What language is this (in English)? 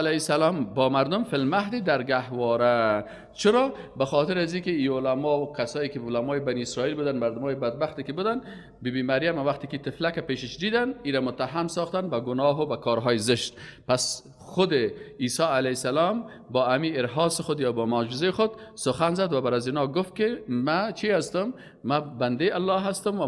Persian